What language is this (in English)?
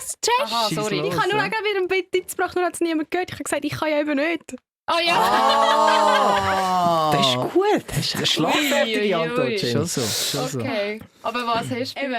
Swiss German